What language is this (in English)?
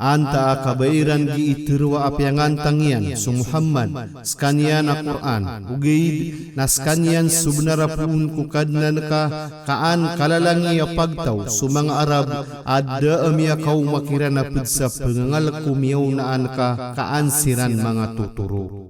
Maranao